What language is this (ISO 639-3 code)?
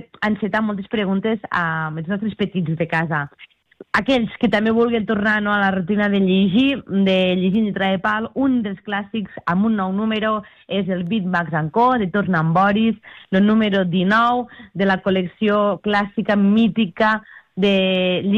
cat